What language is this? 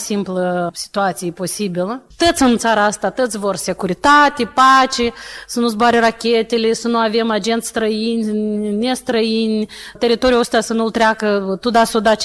Romanian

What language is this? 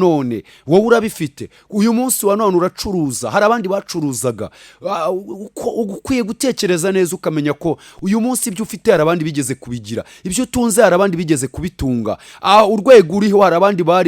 Kinyarwanda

